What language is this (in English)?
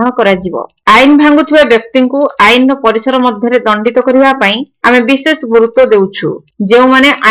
Odia